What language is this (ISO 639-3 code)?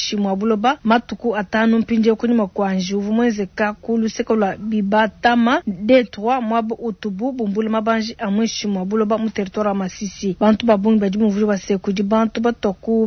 lua